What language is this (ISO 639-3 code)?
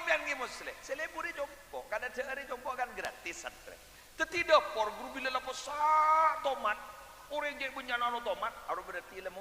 mad